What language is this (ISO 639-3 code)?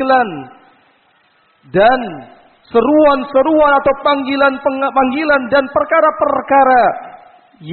ind